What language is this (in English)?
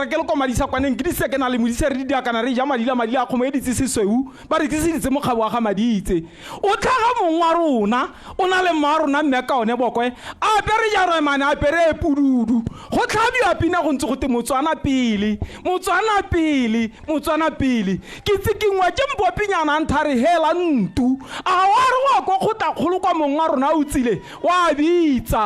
Tswana